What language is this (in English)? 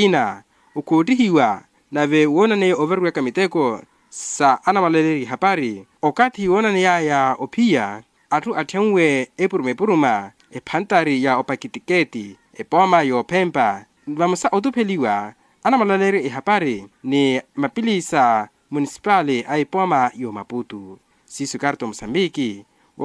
Makhuwa